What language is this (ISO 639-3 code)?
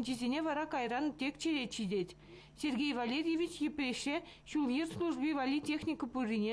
chv